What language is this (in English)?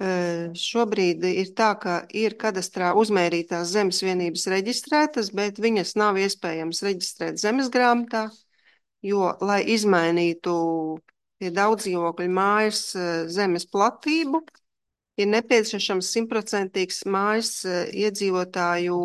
Latvian